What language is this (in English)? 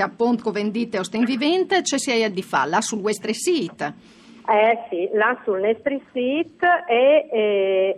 Friulian